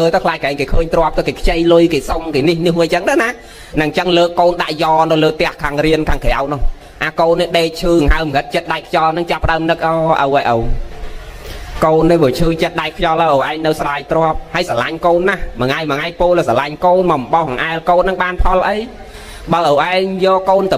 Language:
Khmer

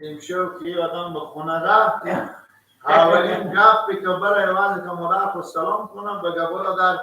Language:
Persian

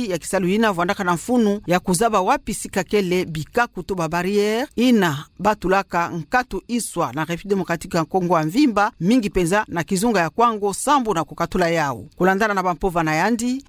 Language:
Kituba (Democratic Republic of Congo)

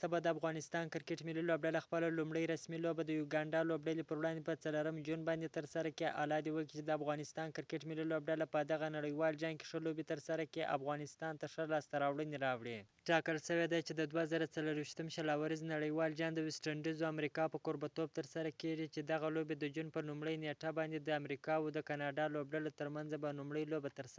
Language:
Pashto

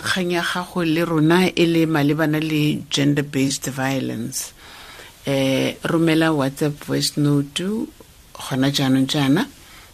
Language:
Tswana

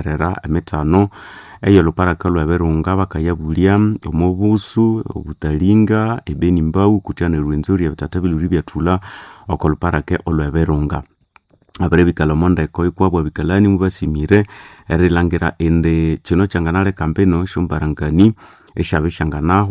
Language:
Nande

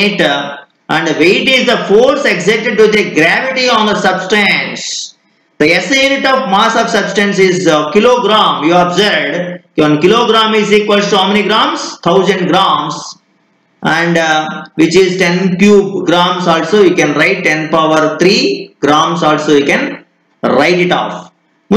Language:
English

